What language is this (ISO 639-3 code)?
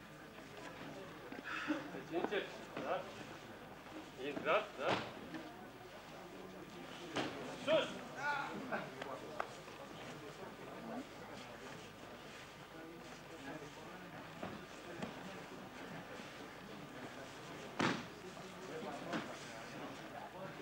ron